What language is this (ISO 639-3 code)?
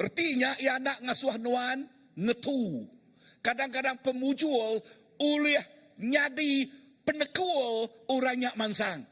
iba